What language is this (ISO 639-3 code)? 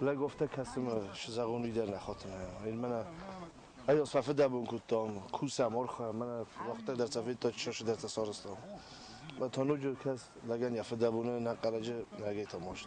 oss